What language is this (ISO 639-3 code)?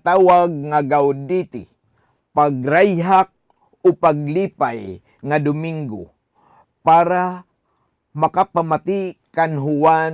war